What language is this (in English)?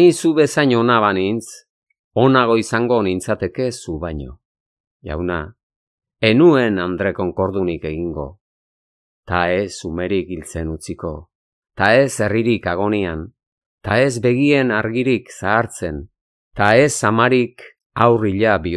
Basque